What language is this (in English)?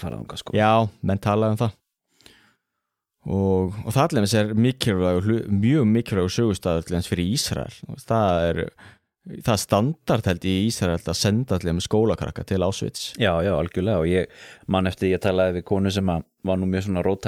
Icelandic